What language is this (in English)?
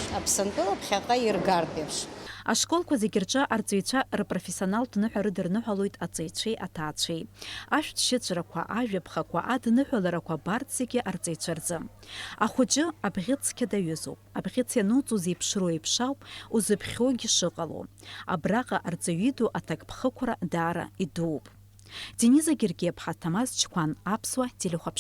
Abkhazian